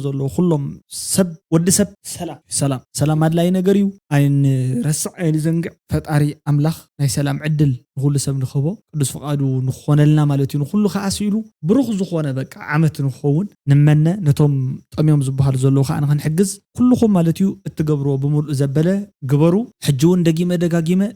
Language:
Tigrinya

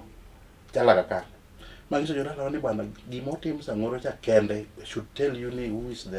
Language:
Luo (Kenya and Tanzania)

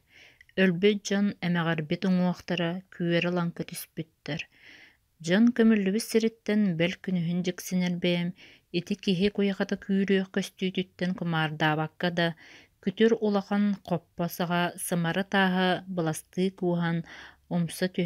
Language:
Yakut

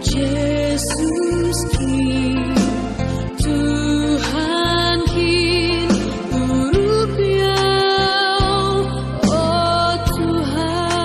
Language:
Batak Simalungun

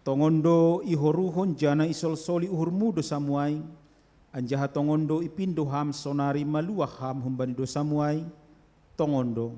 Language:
Batak Simalungun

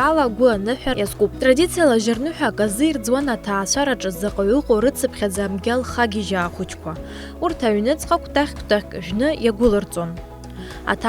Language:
Abkhazian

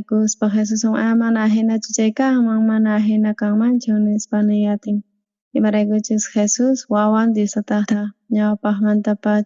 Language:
South Bolivian Quechua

